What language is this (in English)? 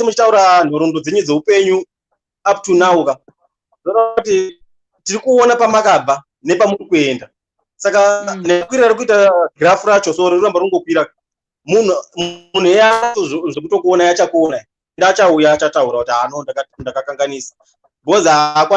Shona